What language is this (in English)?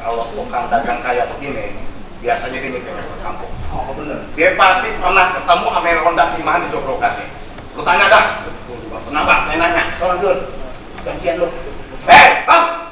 Betawi